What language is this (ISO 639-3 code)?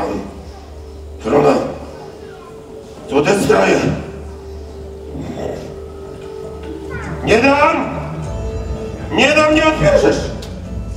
pol